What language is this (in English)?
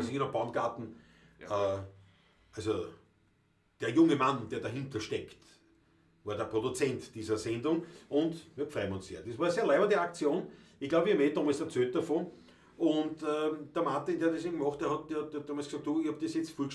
Bavarian